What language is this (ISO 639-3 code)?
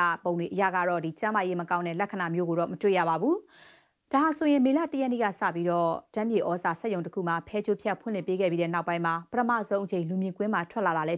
mya